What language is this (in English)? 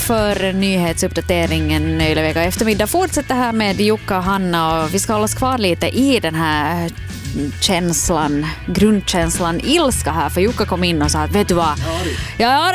Swedish